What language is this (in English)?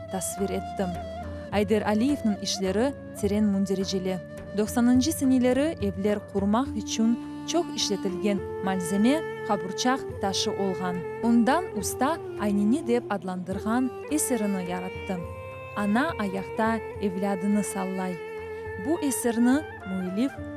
Crimean Tatar